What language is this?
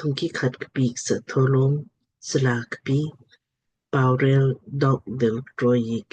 Lamkang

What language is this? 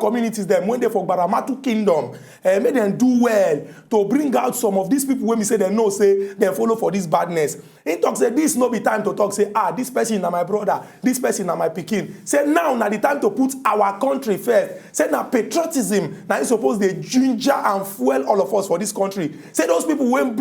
Nigerian Pidgin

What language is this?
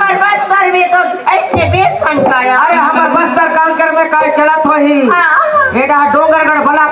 Chhattisgarhi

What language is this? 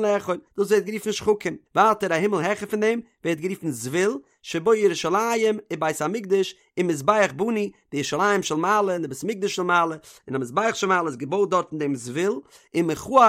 Yiddish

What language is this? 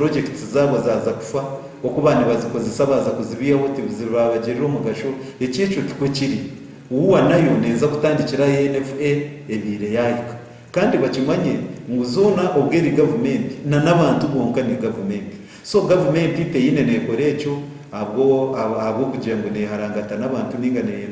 Nyankole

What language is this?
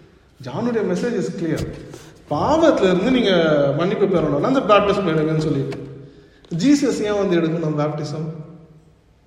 Tamil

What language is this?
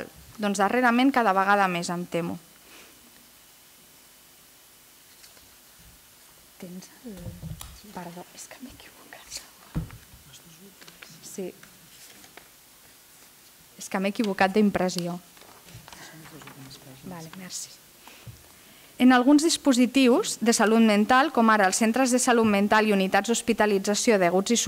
Catalan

